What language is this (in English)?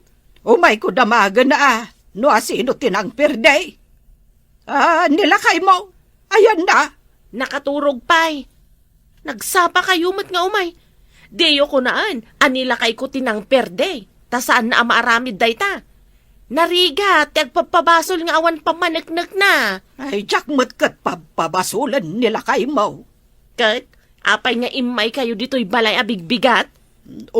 Iloko